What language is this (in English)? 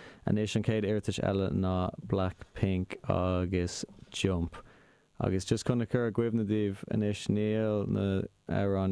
Irish